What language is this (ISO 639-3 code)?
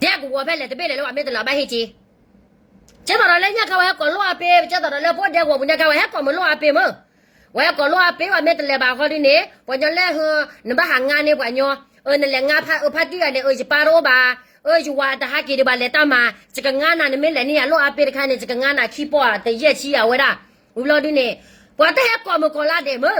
ksw